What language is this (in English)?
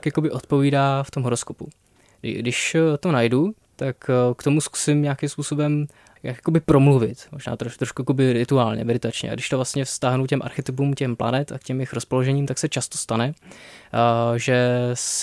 Czech